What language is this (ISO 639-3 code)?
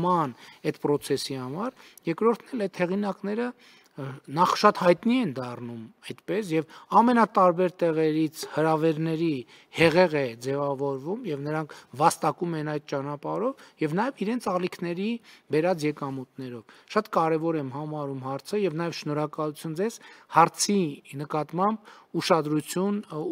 hye